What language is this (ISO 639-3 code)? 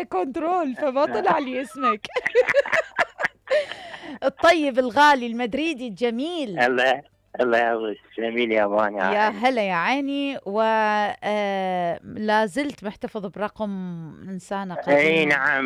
acm